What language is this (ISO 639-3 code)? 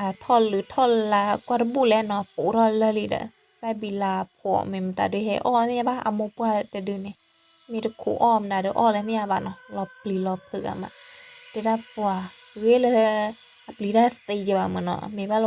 ksw